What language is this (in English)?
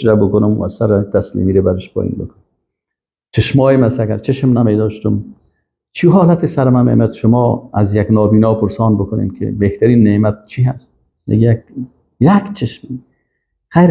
Persian